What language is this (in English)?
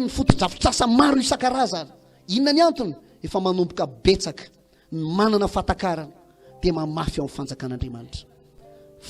Malagasy